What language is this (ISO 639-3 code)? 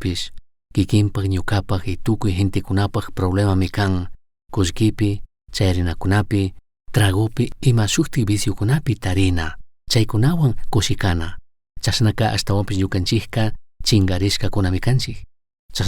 qug